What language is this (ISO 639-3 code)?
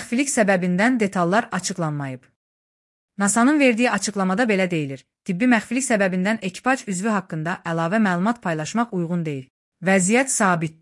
aze